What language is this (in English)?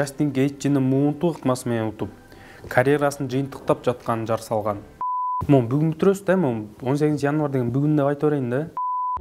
Kyrgyz